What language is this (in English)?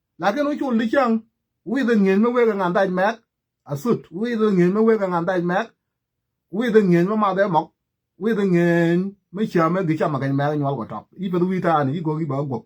Nuer